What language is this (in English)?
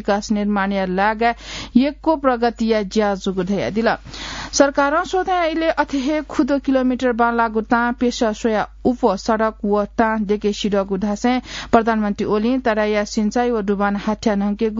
Newari